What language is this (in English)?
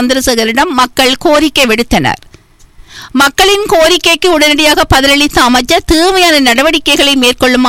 Tamil